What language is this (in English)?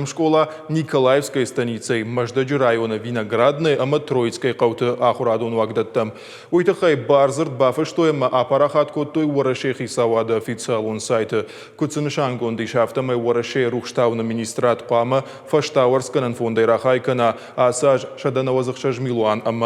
Ossetic